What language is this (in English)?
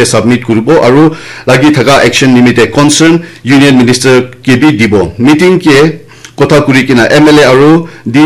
Naga Pidgin